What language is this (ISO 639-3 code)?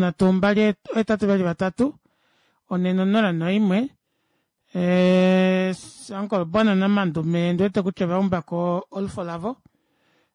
kua